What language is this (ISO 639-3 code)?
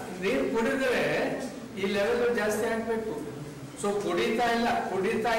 kan